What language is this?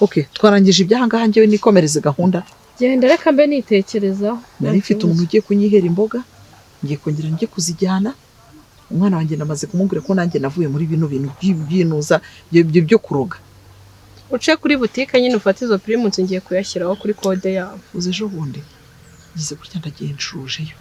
Kinyarwanda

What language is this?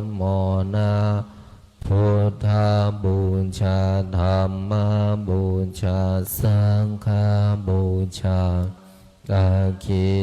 Pali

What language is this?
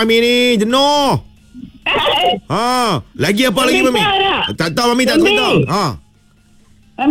Malay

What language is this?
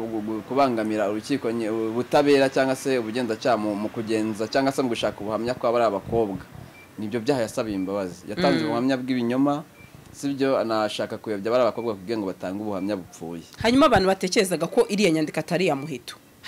Kinyarwanda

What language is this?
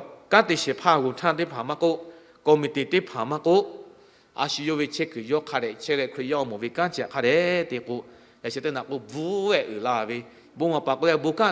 Lahu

